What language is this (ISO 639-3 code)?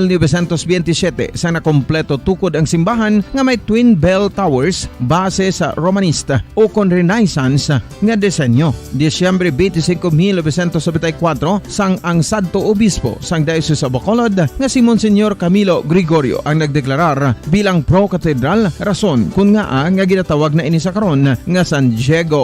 hil